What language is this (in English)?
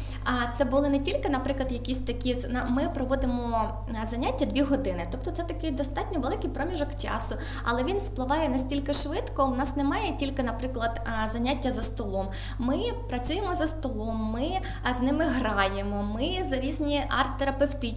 Ukrainian